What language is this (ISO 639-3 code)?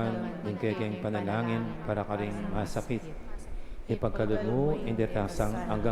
pam